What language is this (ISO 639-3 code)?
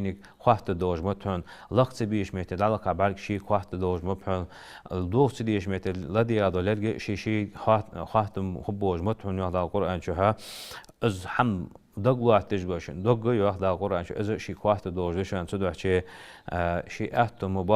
inh